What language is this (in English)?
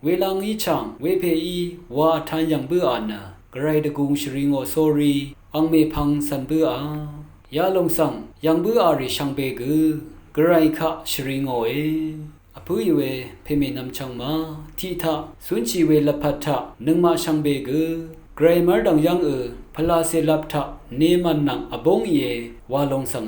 Rawang